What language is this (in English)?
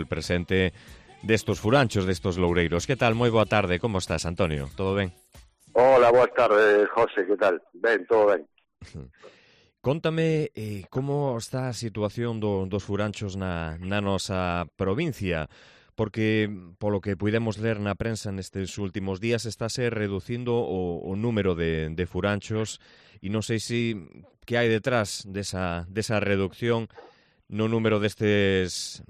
Galician